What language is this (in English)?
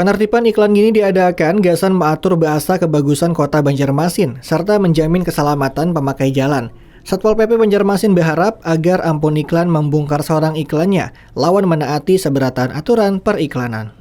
Banjar